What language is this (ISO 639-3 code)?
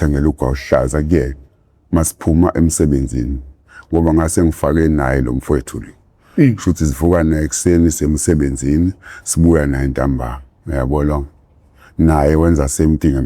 zul